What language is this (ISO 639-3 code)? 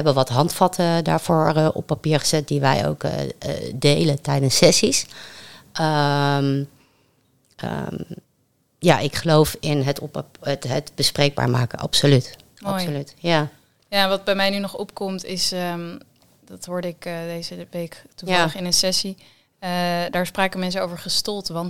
nld